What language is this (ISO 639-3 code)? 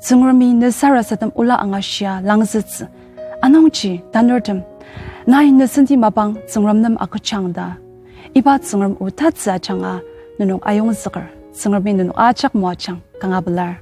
njo